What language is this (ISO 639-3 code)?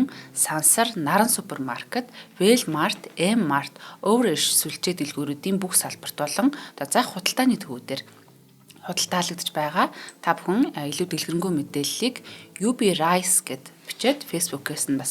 mon